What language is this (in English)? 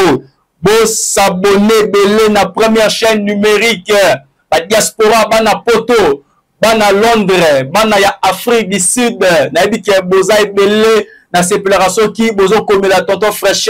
Lingala